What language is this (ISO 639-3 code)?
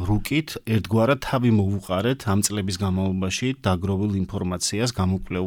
kat